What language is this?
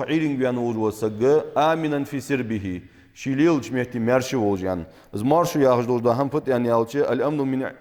Ingush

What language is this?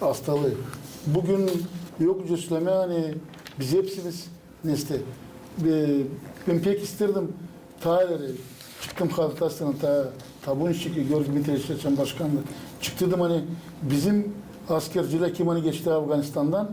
Gagauz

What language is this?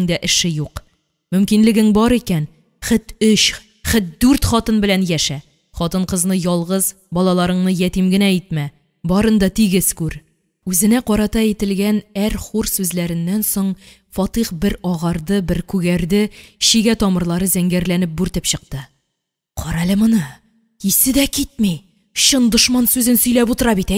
Tatar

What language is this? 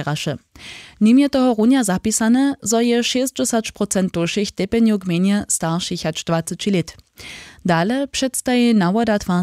Upper Sorbian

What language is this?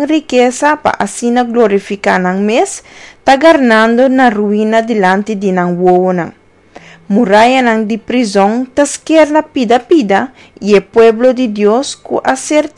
Papiamento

